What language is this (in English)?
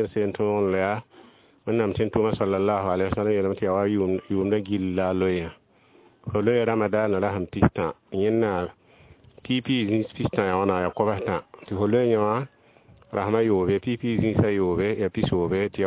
Mossi